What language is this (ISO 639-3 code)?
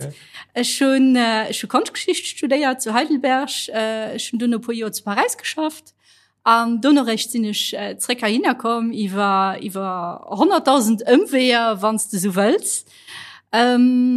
ltz